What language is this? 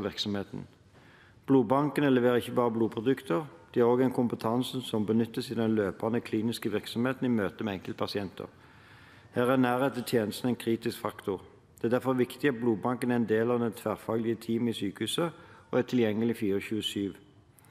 Norwegian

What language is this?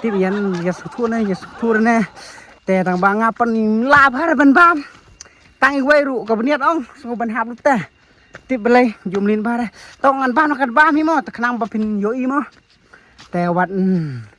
Khasi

